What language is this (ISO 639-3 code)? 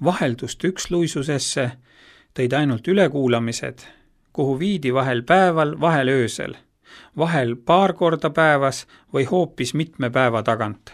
est